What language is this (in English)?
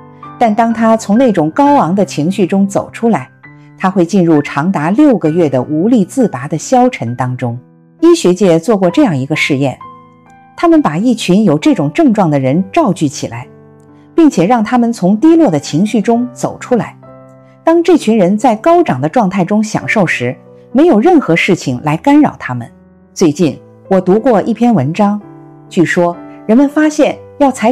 Chinese